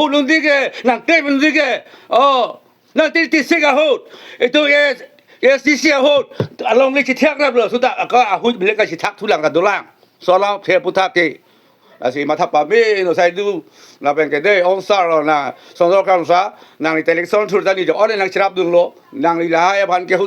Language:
Karbi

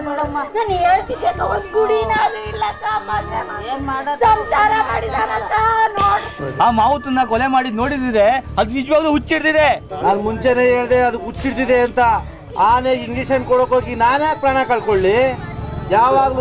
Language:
Kannada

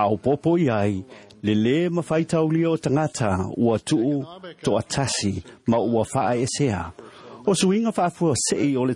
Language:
Samoan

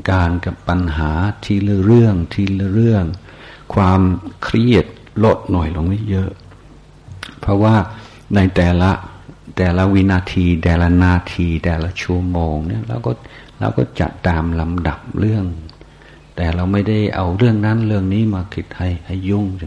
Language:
Thai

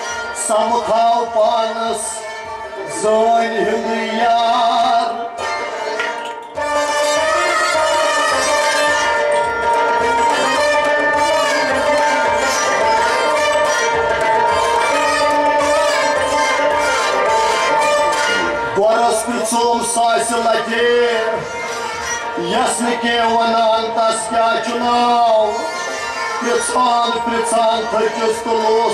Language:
Kashmiri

